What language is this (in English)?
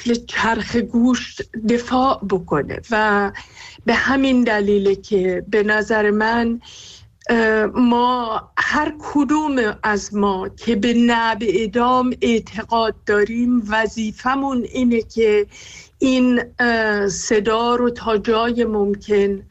Persian